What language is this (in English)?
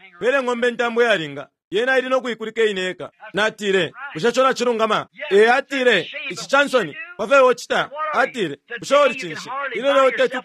Bemba